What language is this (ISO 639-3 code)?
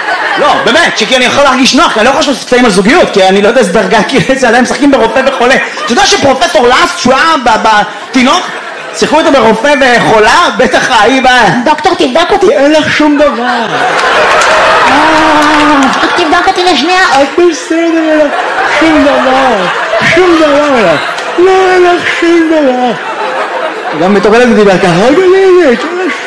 heb